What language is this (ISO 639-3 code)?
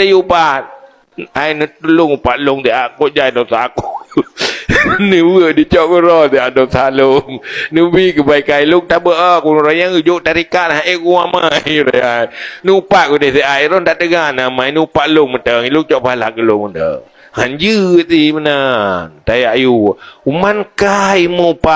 ace